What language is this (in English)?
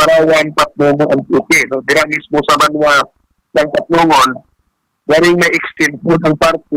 Hiligaynon